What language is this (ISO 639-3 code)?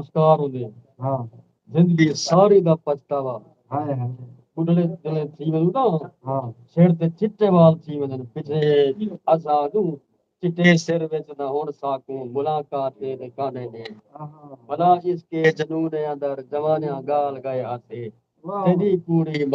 skr